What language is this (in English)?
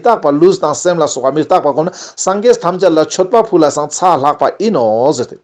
Ladakhi